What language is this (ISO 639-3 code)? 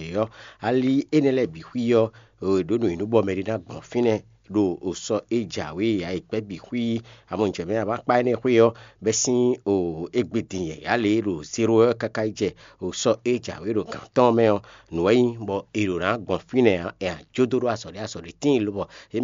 fon